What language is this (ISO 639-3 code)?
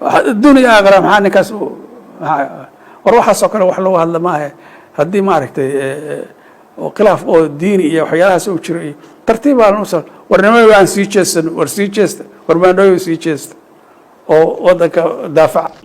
som